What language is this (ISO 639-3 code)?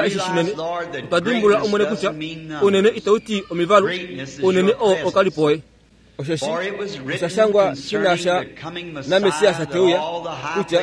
kua